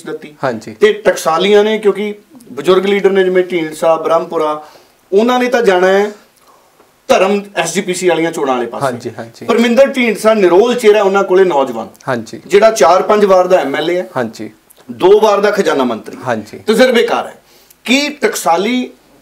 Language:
Punjabi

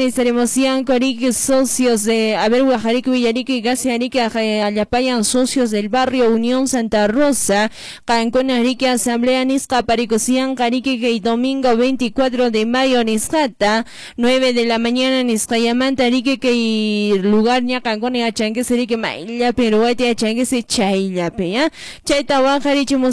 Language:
Quechua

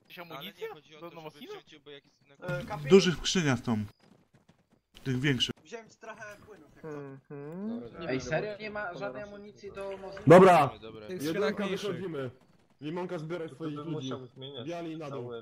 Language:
Polish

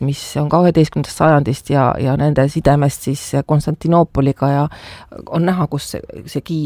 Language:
Estonian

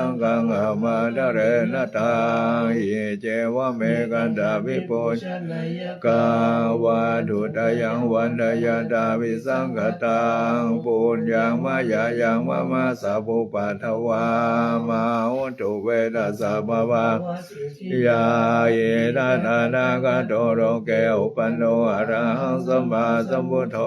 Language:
Pali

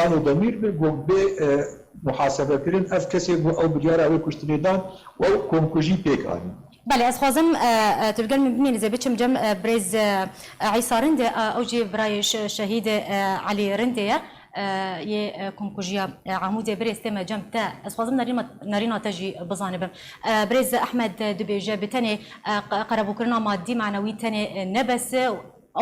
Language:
Kurdish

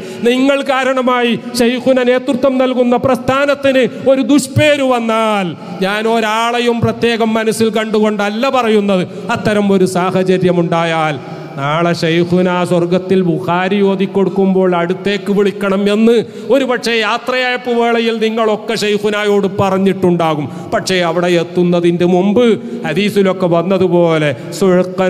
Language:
Malayalam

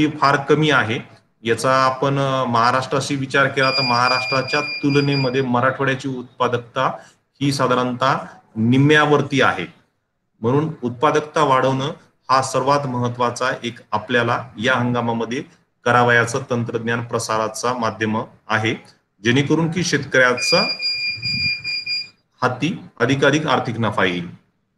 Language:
Marathi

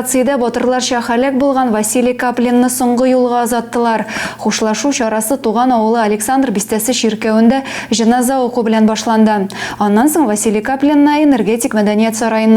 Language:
Tatar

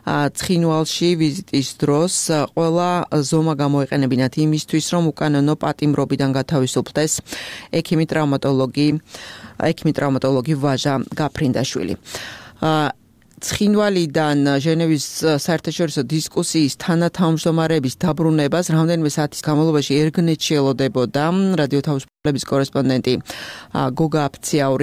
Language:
Georgian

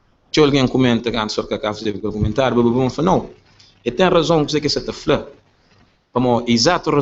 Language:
Kabuverdianu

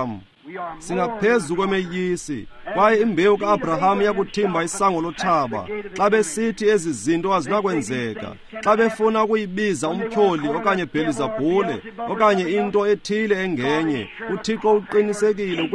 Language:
Xhosa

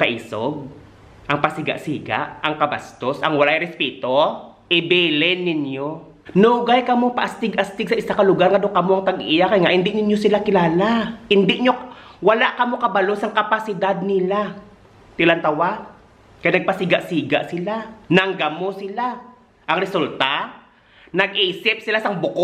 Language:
Hiligaynon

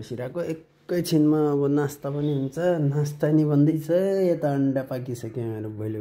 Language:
Nepali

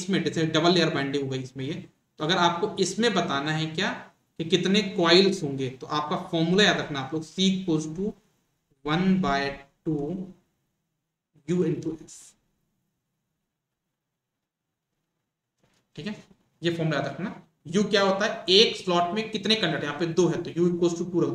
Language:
Hindi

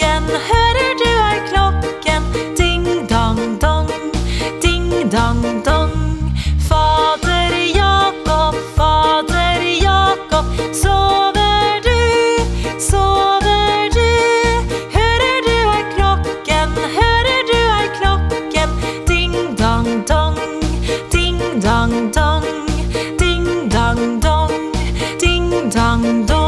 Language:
Norwegian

